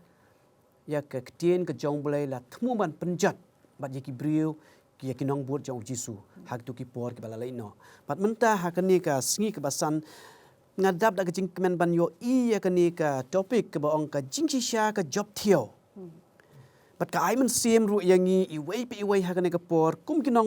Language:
Khasi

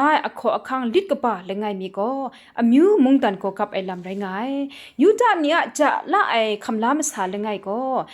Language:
Kachin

